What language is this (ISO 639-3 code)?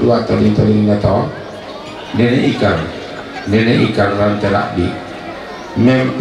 sda